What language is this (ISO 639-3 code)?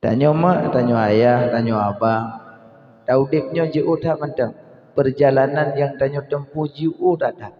ace